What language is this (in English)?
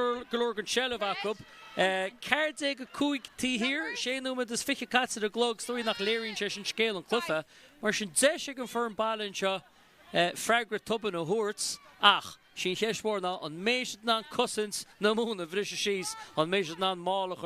Irish